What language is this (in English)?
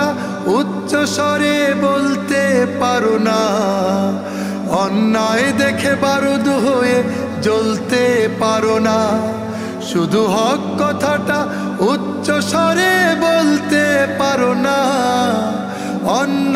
Bangla